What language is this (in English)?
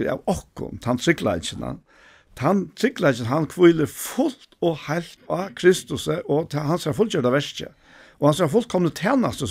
Faroese